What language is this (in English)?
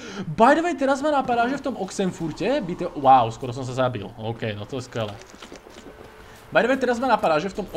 Slovak